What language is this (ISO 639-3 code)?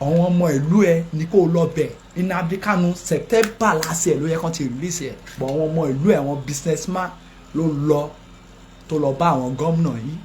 yor